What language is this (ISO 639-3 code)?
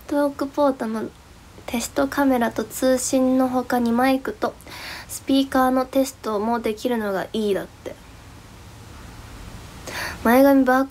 jpn